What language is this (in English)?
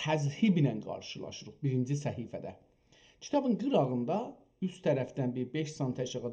South Azerbaijani